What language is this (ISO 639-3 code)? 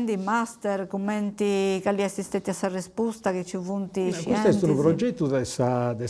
srd